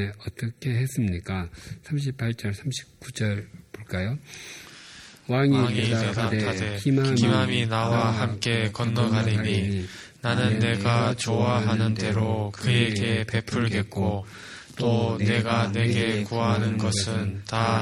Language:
Korean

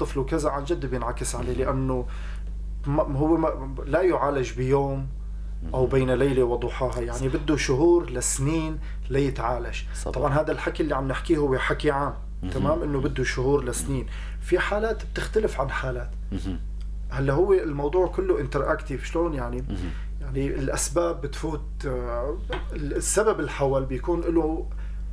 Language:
North Levantine Arabic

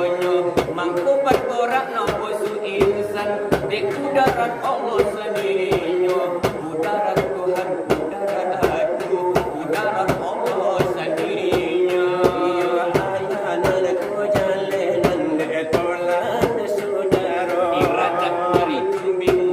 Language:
Minangkabau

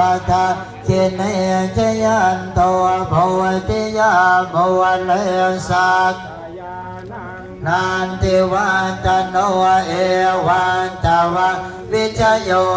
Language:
Pali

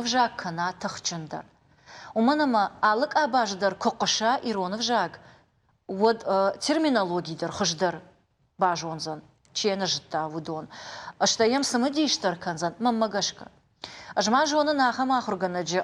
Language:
Ossetic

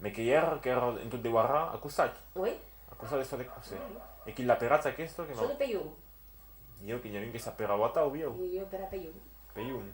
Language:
Occitan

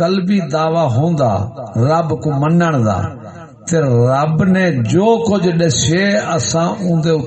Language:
Saraiki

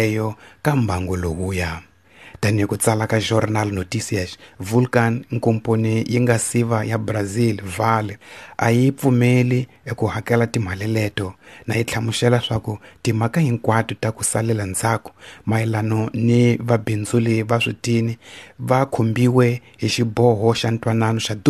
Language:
Tsonga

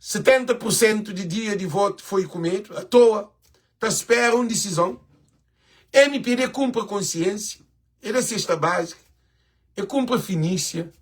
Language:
Kabuverdianu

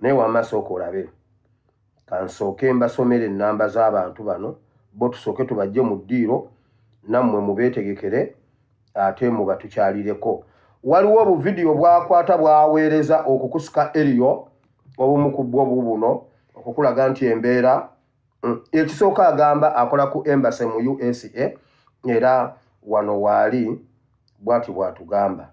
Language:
Ganda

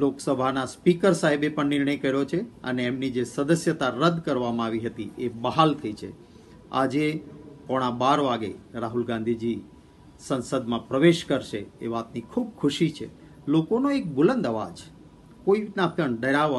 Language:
Gujarati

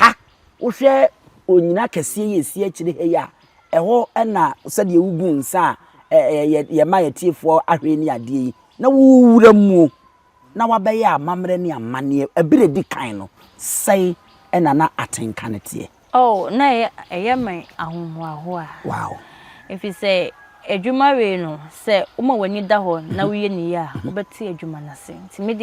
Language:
Akan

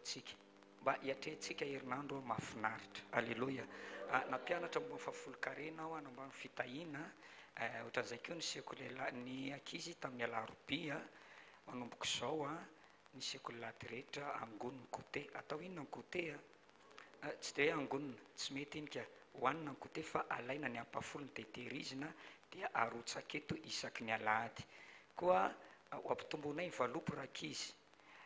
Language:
Malagasy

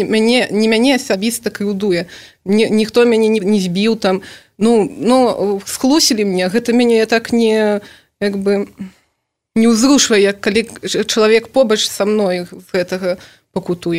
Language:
Belarusian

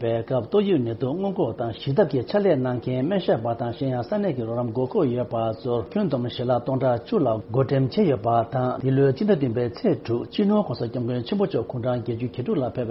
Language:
Tibetan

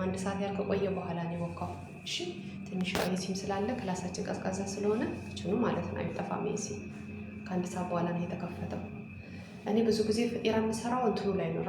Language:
Amharic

